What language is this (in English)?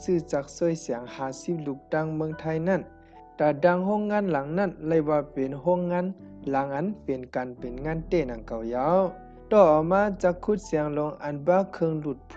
Shan